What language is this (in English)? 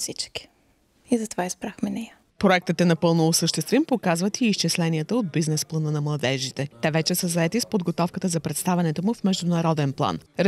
Bulgarian